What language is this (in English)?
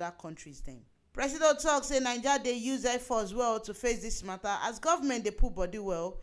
Nigerian Pidgin